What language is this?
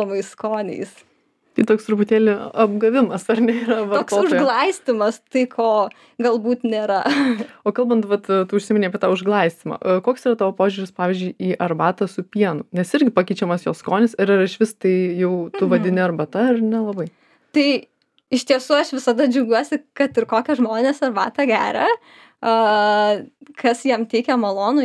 Lithuanian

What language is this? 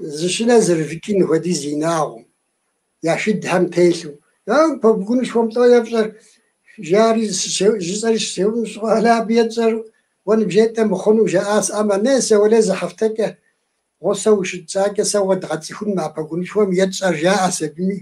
Kabardian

